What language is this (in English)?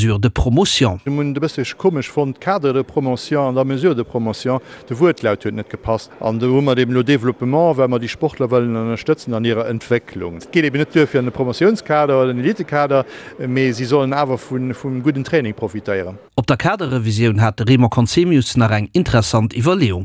Luxembourgish